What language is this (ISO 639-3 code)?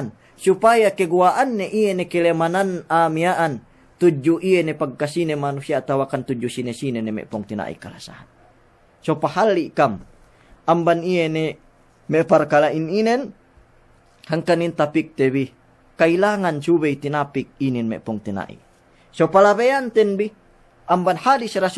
yka